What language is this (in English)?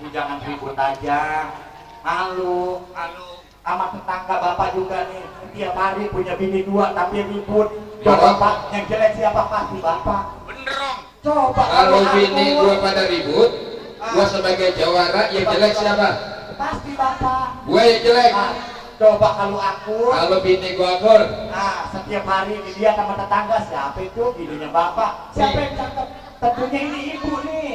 Betawi